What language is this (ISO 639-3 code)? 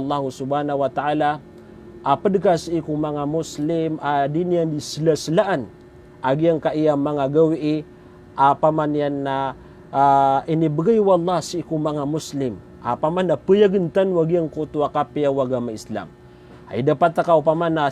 mrw